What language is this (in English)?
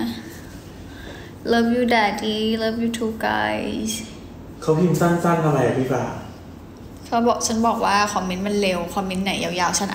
Thai